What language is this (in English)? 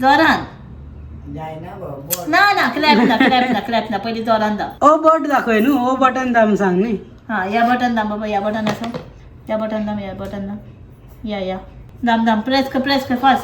Konkani